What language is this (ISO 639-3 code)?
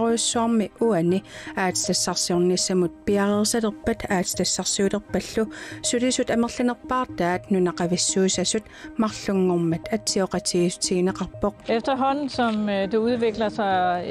kal